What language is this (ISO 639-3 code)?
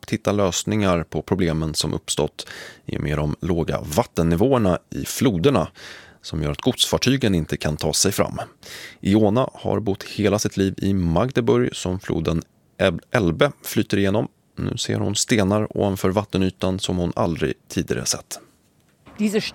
swe